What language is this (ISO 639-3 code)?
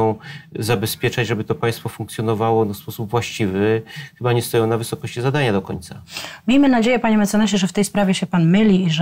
pol